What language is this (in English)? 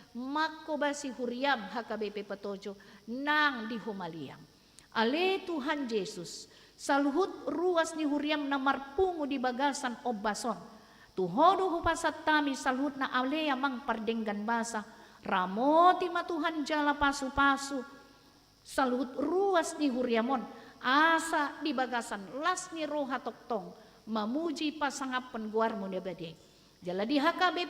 Batak Toba